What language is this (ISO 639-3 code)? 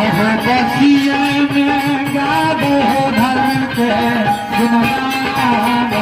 mai